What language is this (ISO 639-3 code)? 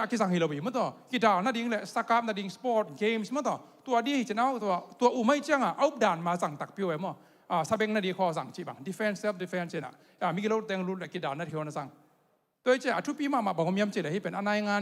ctd